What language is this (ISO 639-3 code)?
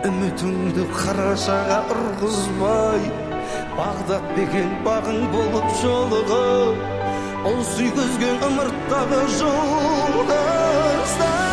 kaz